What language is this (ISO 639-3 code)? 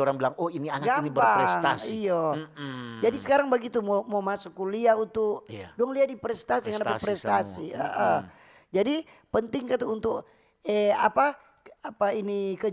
xmm